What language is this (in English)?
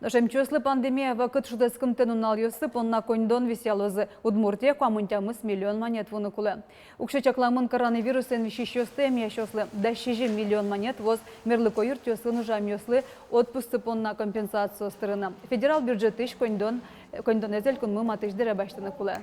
Udmurt